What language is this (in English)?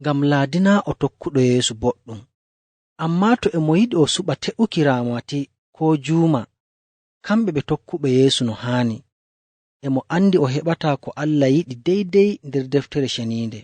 Nigerian Fulfulde